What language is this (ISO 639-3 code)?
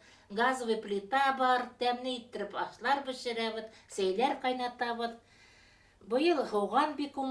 bak